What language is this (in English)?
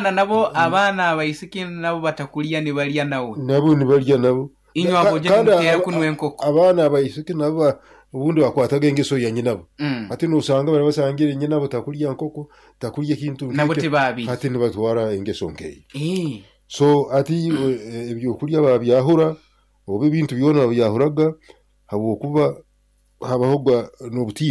Nyankole